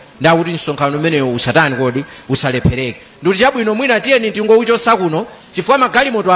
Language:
Nyanja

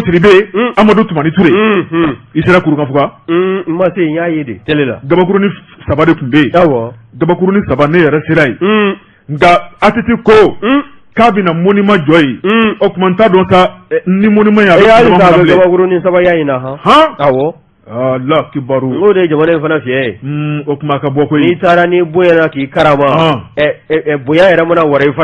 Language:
Bambara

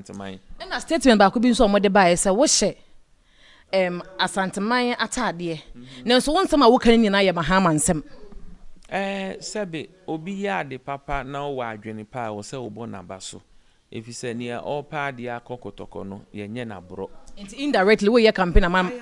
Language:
Akan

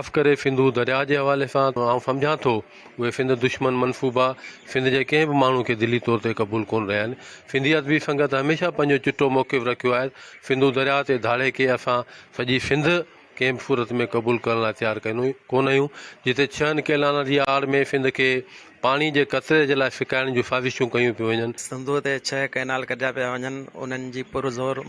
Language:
Sindhi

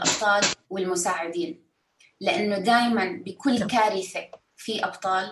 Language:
North Levantine Arabic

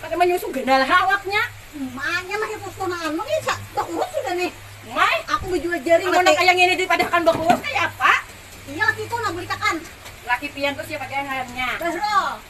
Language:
Banjar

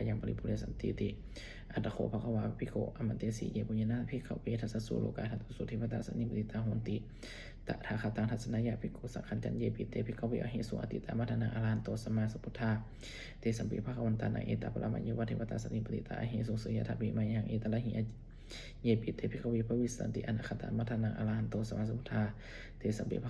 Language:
Pali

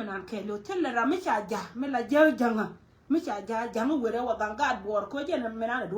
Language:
Nuer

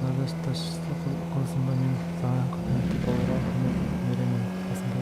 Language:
Kara-Kalpak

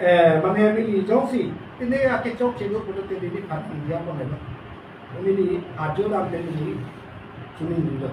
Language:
Karbi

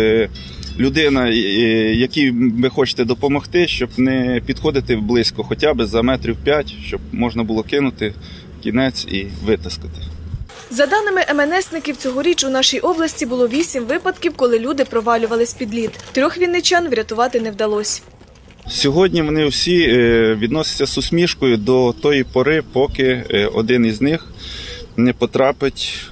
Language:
Ukrainian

